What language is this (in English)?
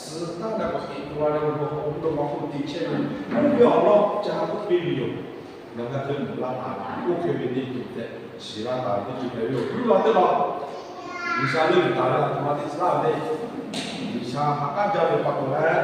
Lahu